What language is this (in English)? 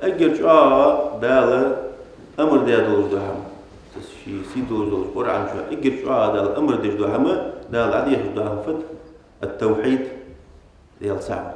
Ingush